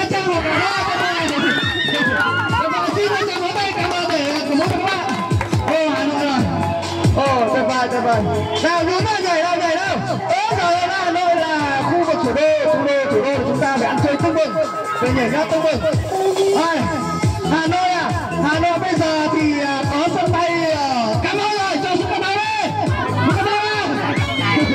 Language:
Vietnamese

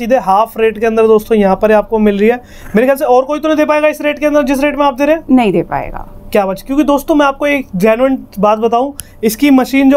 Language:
Hindi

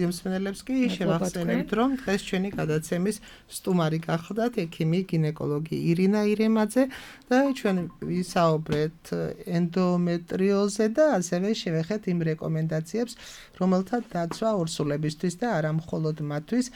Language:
Georgian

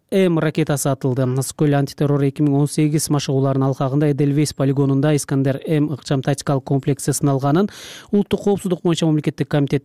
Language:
Kyrgyz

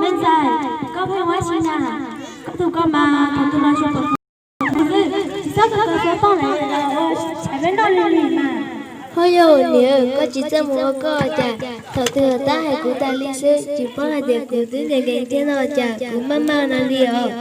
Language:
Hmong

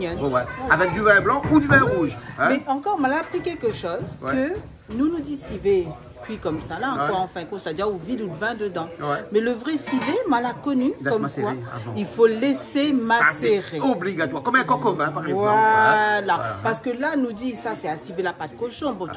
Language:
Réunion Creole French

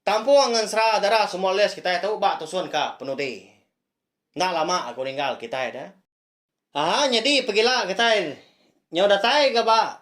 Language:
Iban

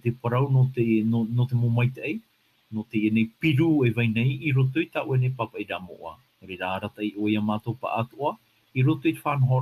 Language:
Tahitian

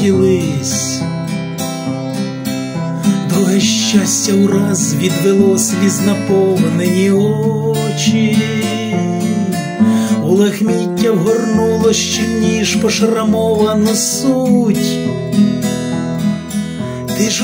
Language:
Ukrainian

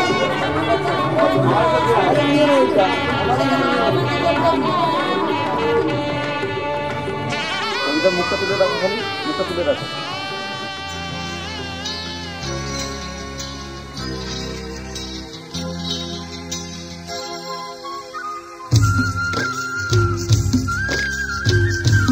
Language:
Bangla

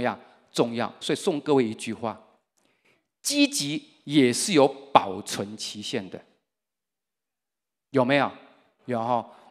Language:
Chinese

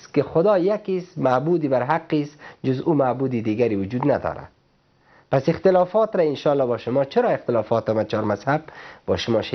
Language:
Persian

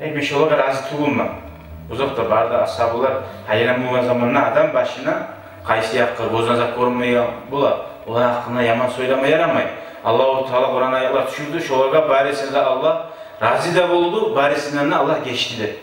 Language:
Kumyk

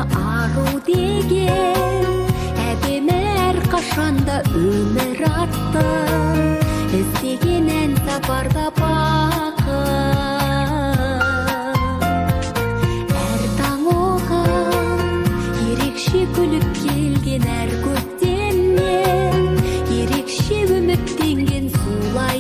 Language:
Kazakh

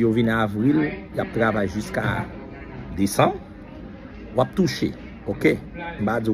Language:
Haitian Creole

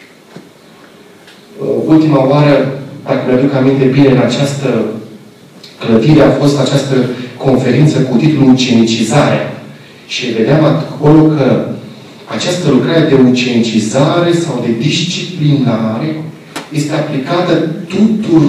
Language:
Romanian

